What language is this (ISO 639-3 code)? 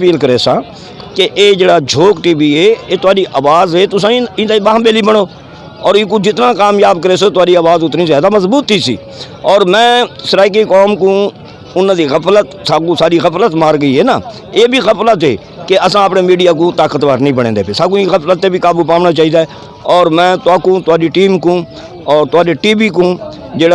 skr